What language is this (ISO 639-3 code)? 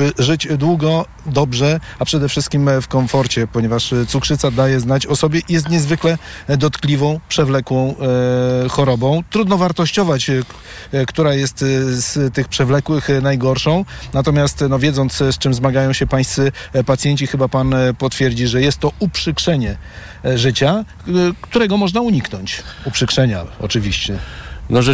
pol